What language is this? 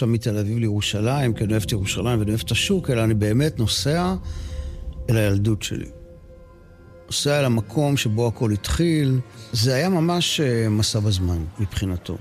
Hebrew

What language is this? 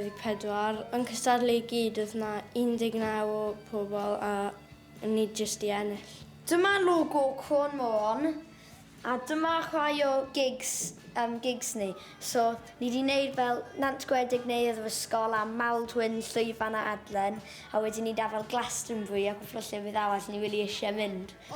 Welsh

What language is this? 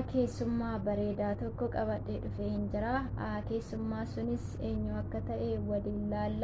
Oromo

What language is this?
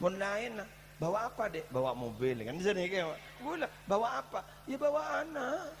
Madurese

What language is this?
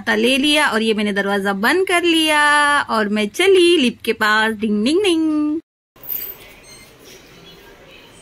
Hindi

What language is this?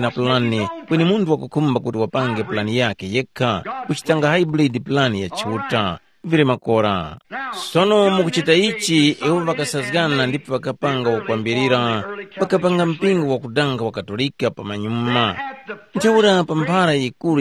Tumbuka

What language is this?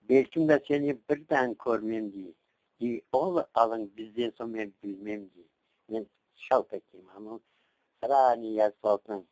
Crimean Tatar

